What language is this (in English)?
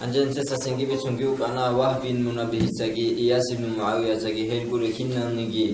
Avaric